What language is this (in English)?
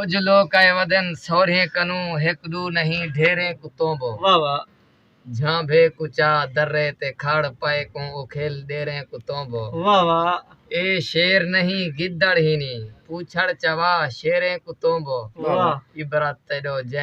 Saraiki